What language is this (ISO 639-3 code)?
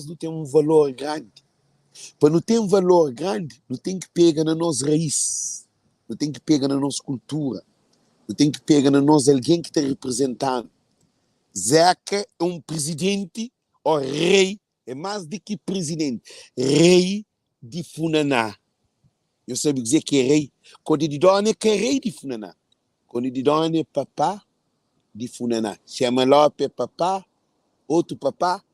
kea